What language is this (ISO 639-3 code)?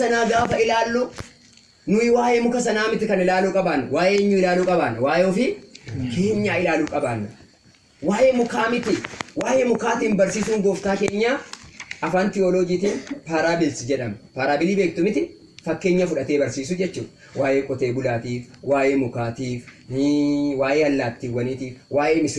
orm